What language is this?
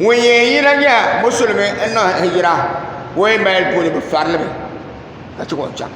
Dagbani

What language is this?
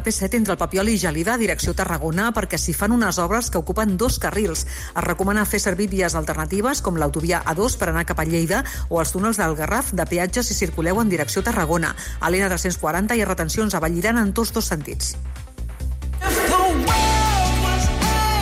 Catalan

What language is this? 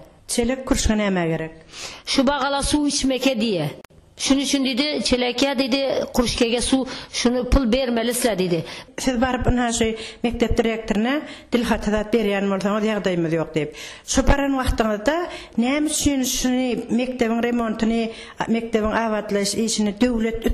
Turkmen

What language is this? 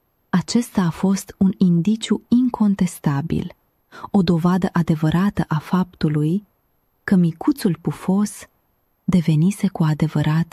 Romanian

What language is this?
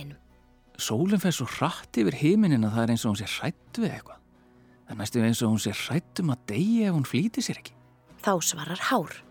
Icelandic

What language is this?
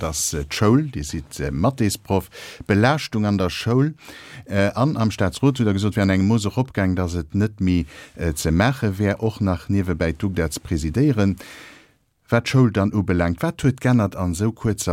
Luxembourgish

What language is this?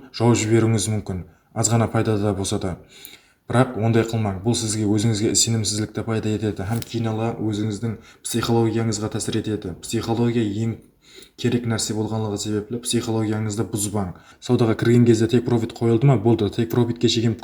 Kara-Kalpak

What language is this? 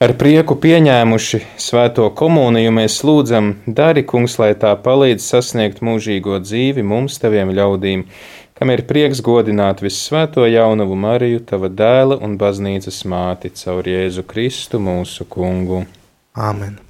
Latvian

